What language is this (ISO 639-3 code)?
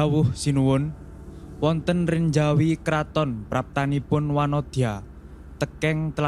jav